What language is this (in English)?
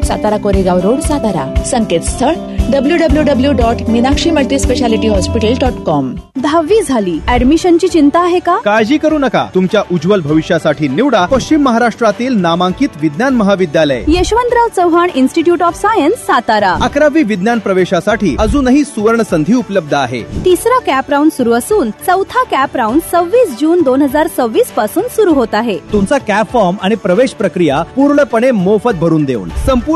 Marathi